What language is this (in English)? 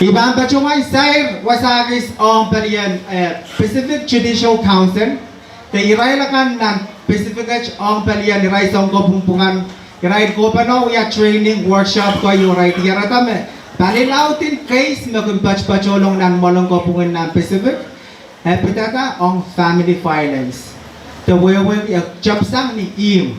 Pohnpeian